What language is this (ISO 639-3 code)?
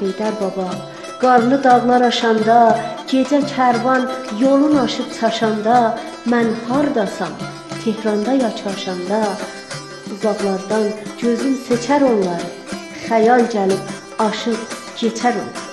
azb